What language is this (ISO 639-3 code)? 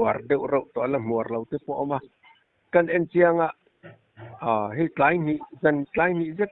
lus